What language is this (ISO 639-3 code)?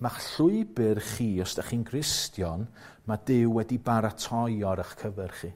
cym